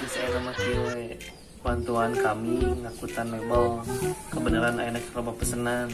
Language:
Sundanese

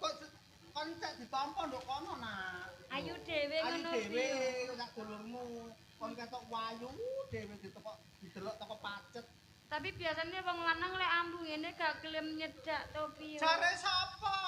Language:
Javanese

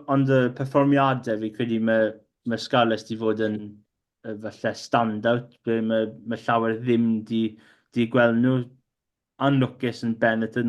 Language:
Welsh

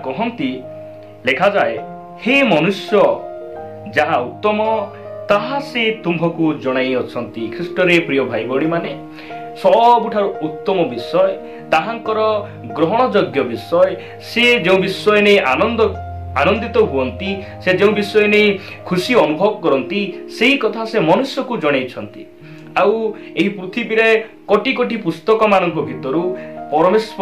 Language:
Odia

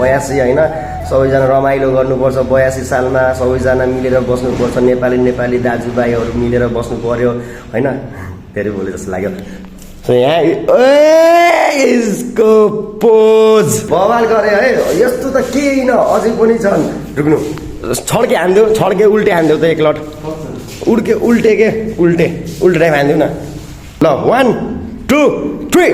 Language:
Nepali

